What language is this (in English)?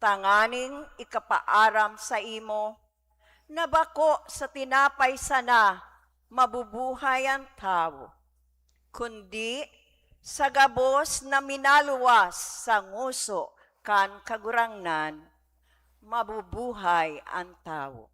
Bikol